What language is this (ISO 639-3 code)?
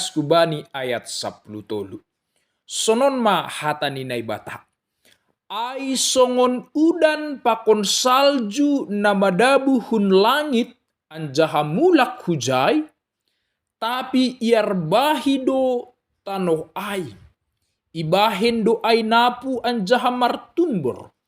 bts